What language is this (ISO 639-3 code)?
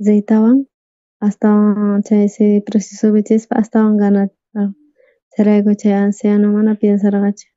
quh